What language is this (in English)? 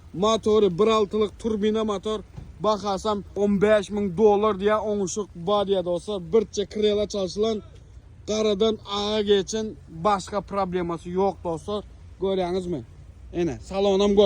Turkmen